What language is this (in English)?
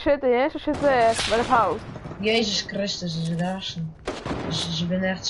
Western Frisian